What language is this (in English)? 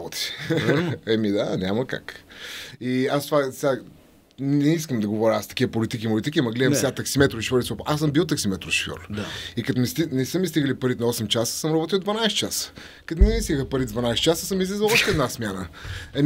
Bulgarian